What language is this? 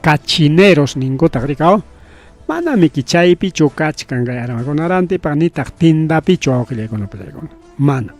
Ayacucho Quechua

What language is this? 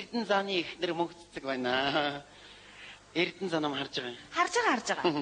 Mongolian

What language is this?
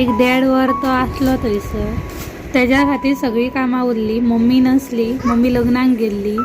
Konkani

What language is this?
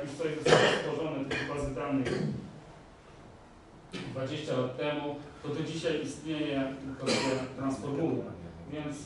Polish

